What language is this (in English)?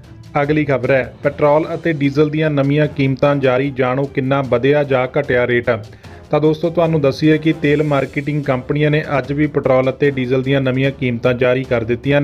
Punjabi